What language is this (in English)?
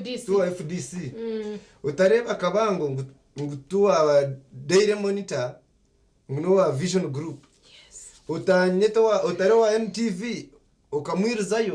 Nyankole